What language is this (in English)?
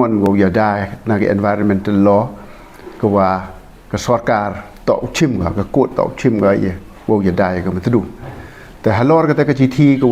Pnar